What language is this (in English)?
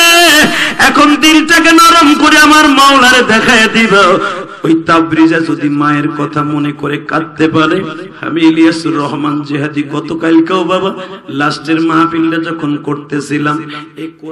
Bangla